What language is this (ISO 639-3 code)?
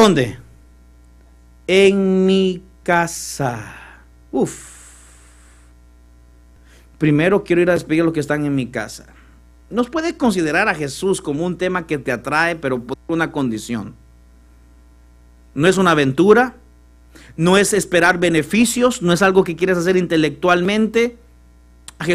spa